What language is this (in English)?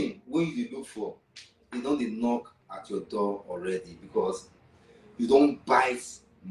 Nigerian Pidgin